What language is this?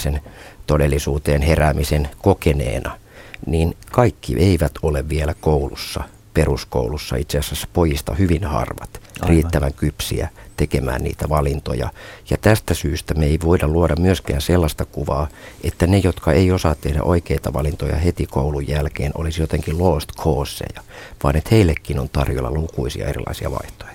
Finnish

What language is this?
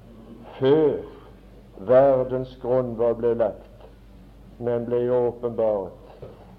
Norwegian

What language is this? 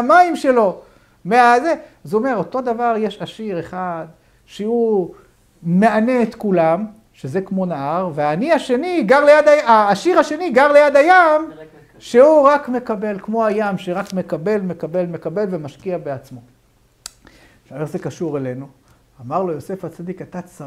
Hebrew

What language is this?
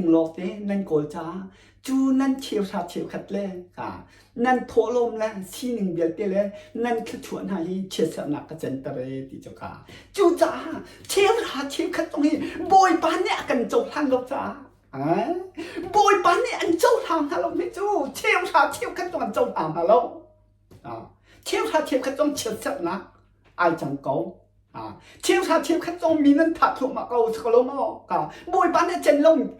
Hakha Chin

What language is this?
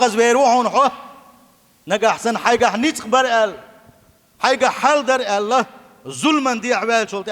Chechen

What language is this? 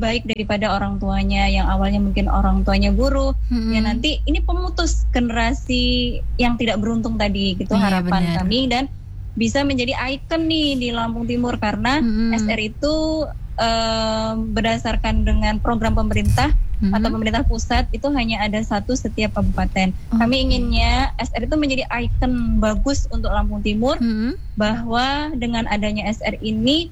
Indonesian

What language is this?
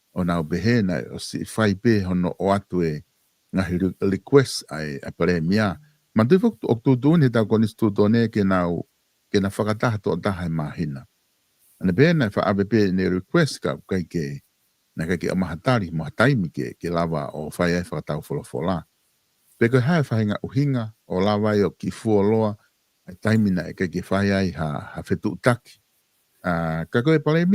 Tongan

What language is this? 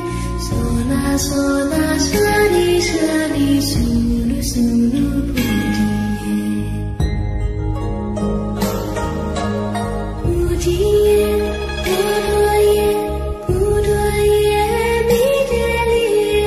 Chinese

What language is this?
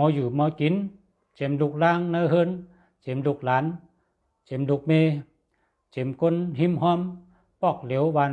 Shan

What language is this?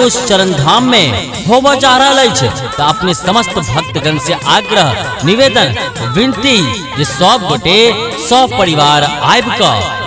Maithili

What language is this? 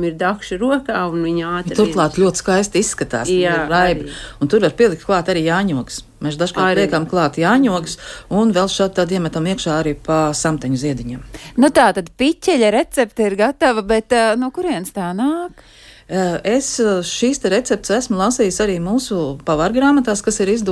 Latvian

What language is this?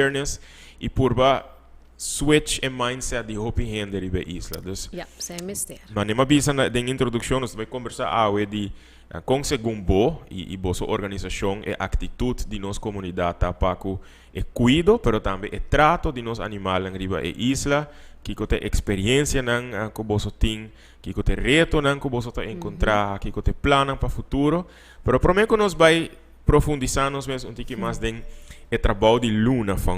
Papiamento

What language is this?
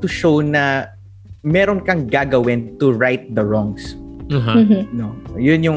Filipino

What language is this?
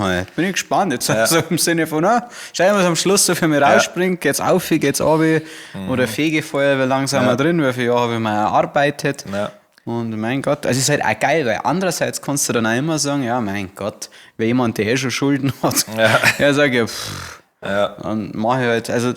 Bavarian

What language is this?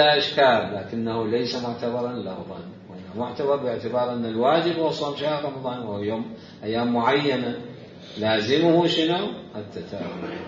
Mesopotamian Arabic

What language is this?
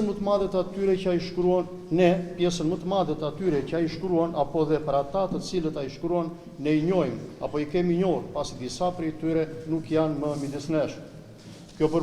Albanian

